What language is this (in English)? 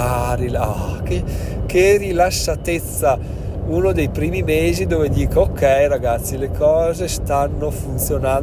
Italian